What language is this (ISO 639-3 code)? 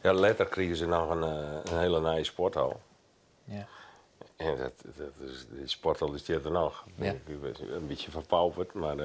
fry